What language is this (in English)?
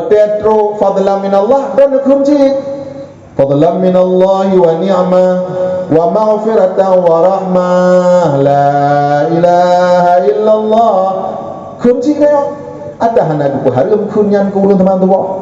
Achinese